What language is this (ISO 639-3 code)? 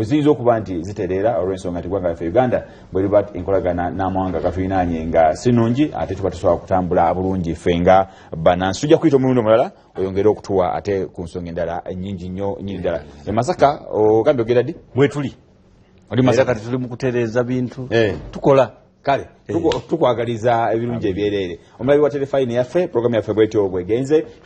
lug